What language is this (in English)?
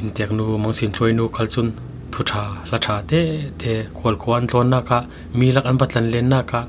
Falam Chin